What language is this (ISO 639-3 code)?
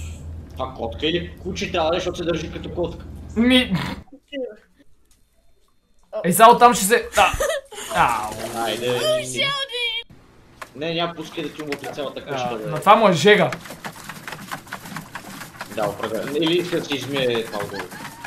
bul